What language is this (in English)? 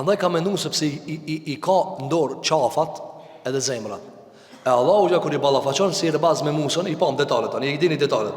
Albanian